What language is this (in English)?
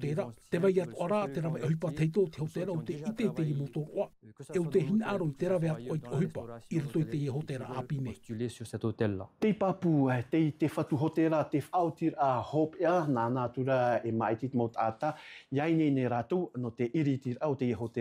Tahitian